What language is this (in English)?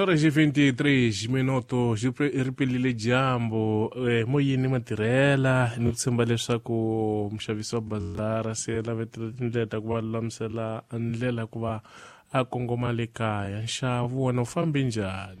Tsonga